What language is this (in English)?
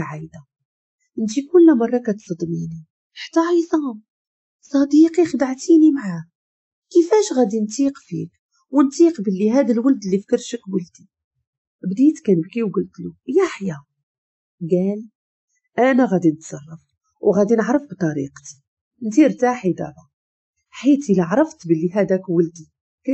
Moroccan Arabic